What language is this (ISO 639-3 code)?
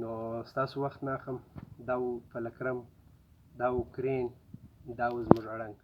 pus